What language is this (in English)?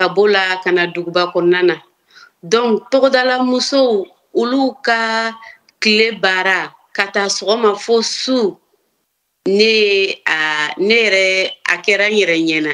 Bambara